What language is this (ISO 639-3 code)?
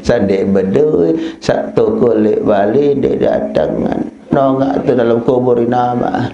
sas